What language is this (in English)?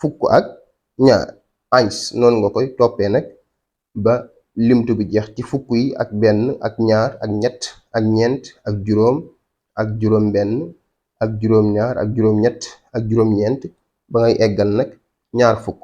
Wolof